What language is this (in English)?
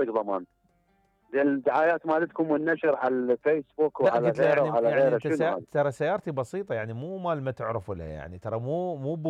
Mesopotamian Arabic